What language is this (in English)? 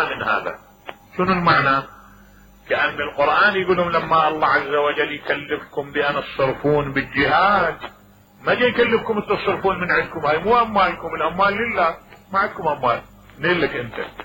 Mesopotamian Arabic